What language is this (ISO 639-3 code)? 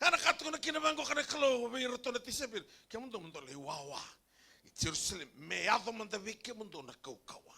fij